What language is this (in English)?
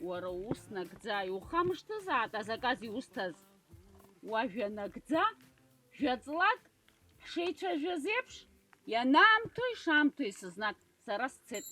Abkhazian